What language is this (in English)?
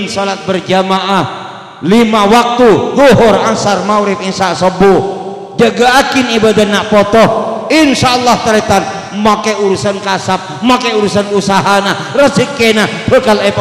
Madurese